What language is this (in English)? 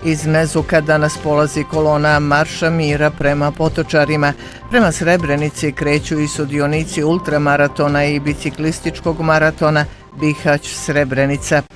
Bosnian